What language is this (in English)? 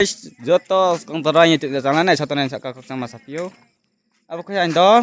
Riang (India)